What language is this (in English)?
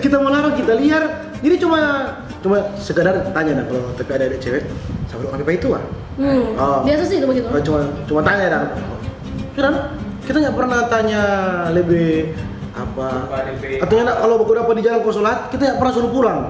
Manado Malay